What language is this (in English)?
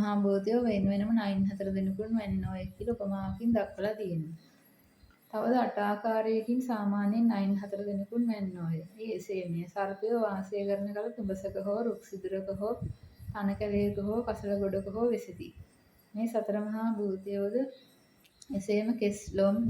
Sinhala